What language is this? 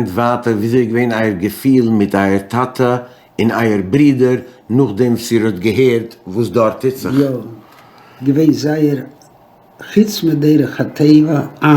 Yiddish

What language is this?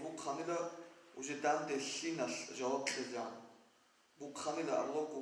Avaric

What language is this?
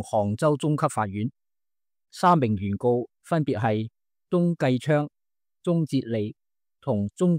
Cantonese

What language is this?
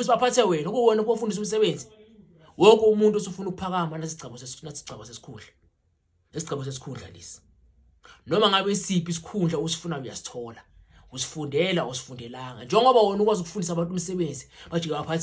Zulu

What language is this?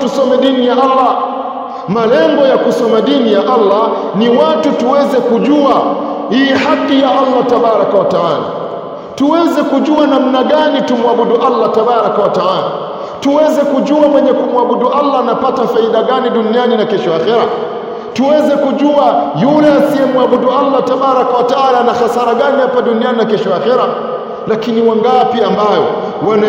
Swahili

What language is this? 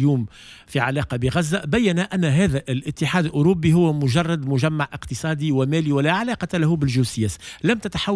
Tunisian Arabic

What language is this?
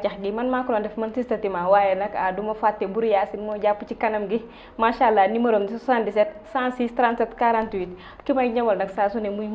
Wolof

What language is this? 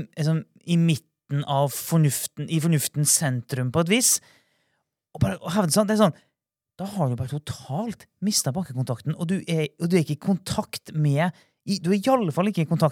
Norwegian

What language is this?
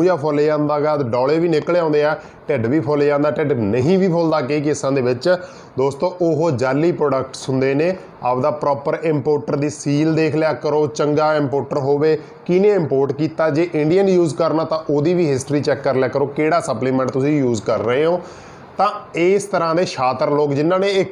Punjabi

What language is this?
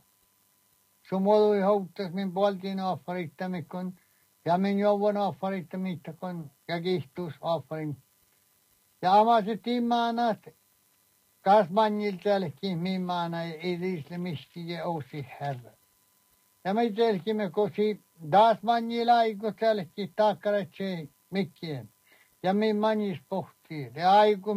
Norwegian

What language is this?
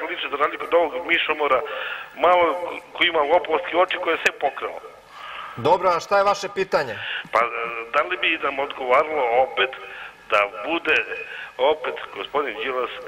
Serbian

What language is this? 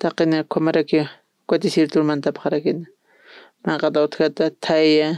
Aymara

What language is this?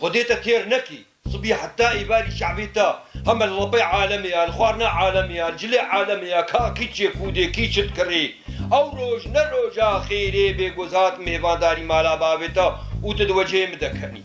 Kurdish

